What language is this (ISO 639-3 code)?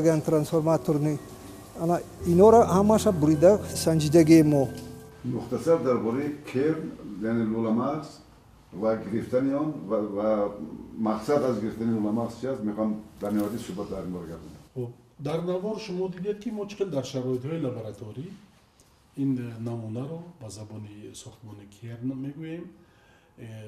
tgk